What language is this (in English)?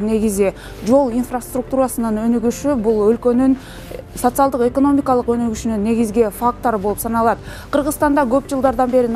Kyrgyz